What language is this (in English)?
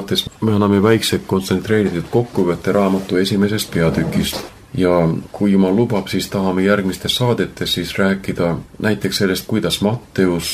Estonian